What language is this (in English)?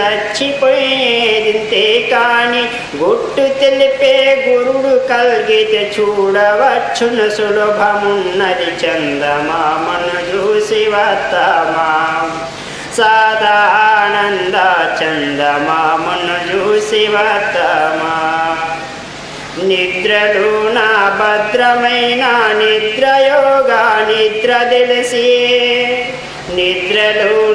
Telugu